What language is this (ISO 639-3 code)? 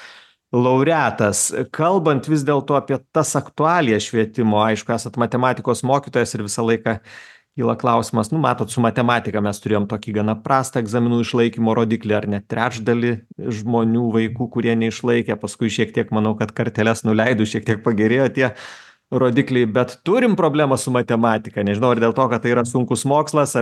lit